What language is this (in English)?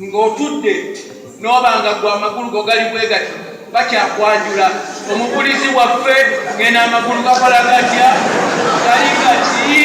Ganda